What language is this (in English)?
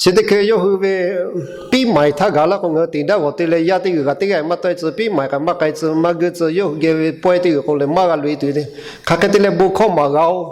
Lahu